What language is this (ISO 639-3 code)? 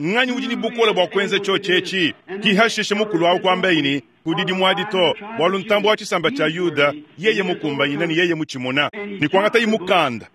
lua